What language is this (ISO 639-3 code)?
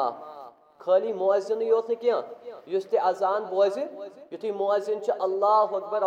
kas